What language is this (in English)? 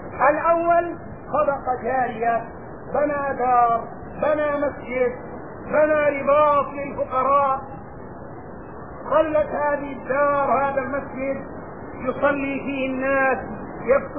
Arabic